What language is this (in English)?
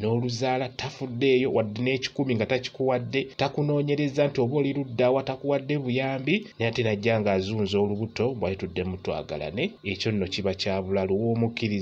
Ganda